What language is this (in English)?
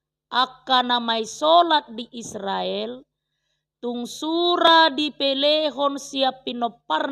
Batak Toba